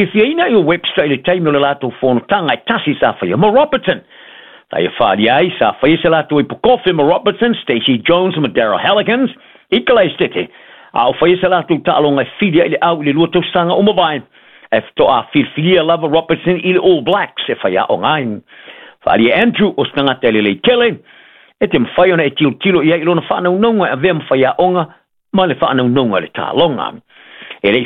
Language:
Samoan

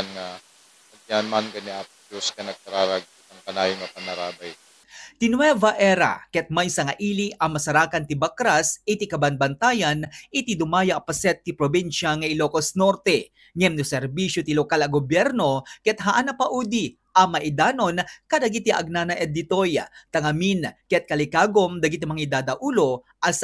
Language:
Iloko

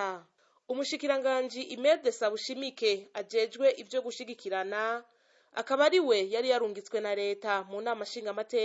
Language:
Rundi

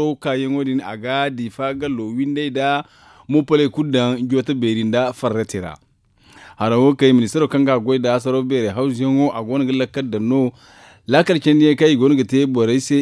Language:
Zarma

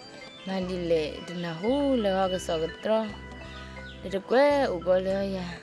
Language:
S'gaw Karen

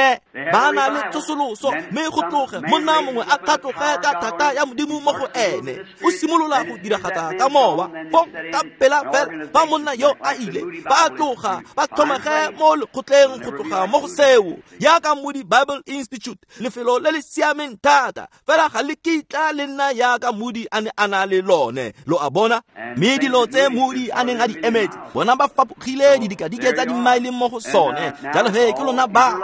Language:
Tswana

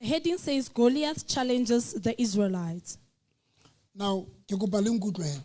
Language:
Southern Sotho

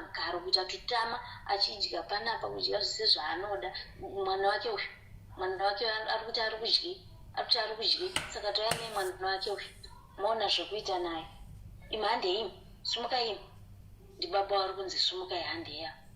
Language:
Shona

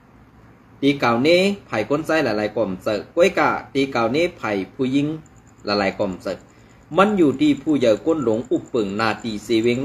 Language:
Shan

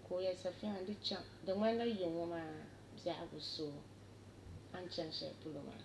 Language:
Dagbani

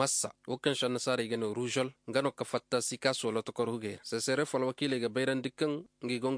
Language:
Koyraboro Senni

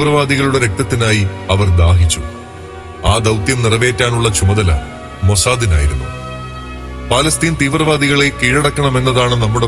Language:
Malayalam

